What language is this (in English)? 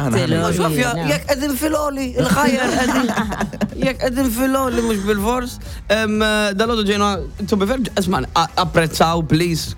Maltese